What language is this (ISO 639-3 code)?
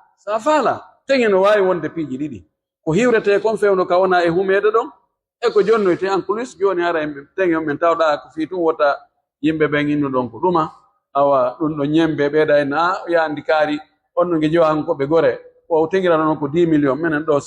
fuf